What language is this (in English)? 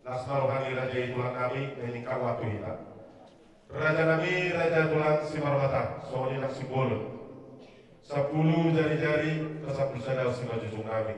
Batak Toba